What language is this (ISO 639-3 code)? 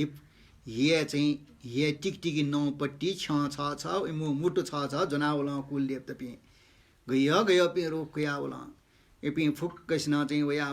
new